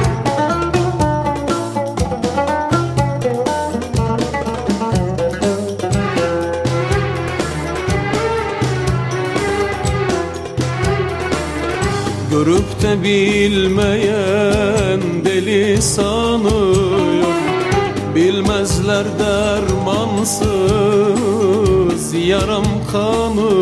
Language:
Turkish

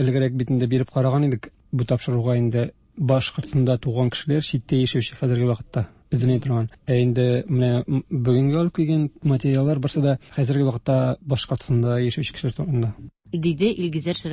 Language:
Tatar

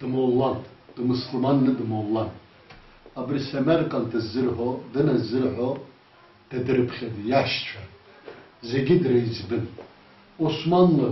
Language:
Abkhazian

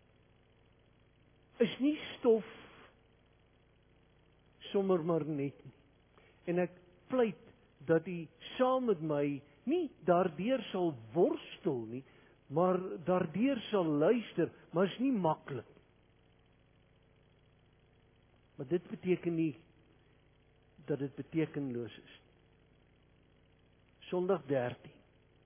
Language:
Afrikaans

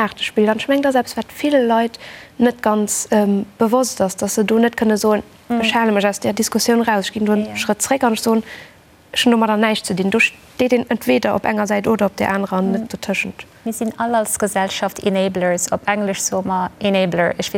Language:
Luxembourgish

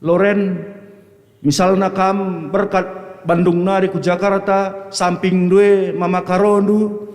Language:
Batak Karo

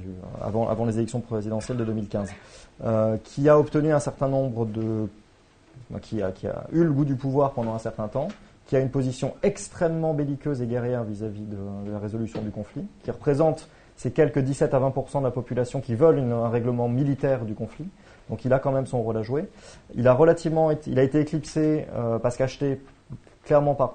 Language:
French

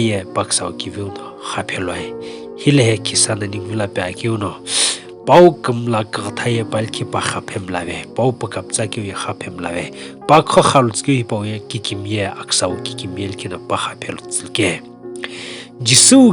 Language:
Sumi Naga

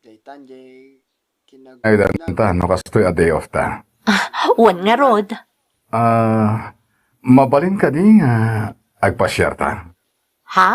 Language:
Iloko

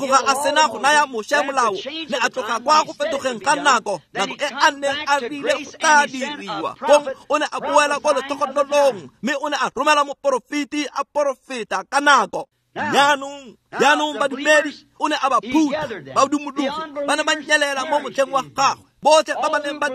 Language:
Tswana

